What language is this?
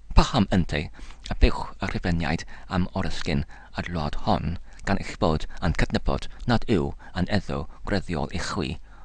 Welsh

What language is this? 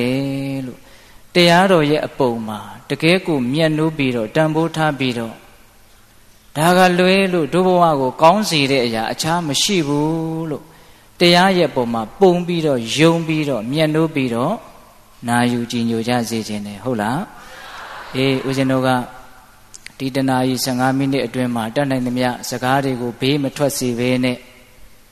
Burmese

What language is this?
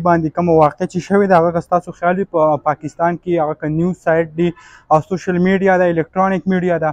Pashto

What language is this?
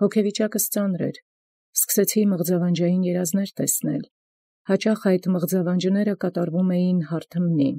Armenian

